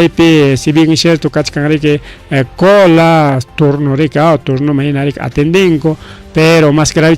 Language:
Ayacucho Quechua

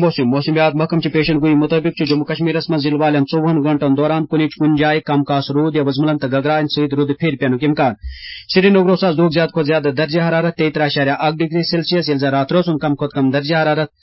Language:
Kashmiri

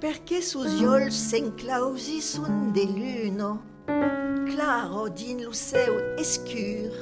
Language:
Occitan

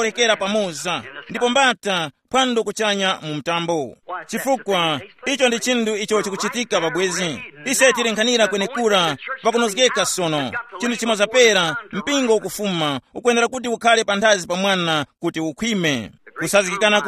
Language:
Tumbuka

